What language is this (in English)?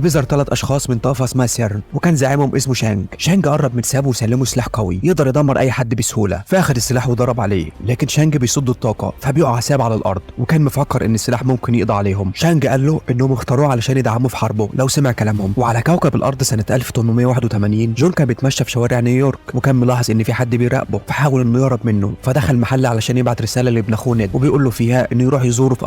Egyptian Arabic